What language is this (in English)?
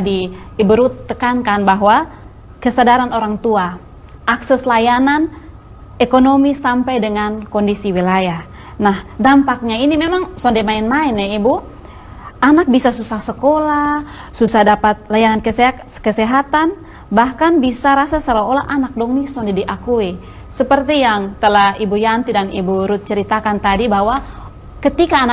Indonesian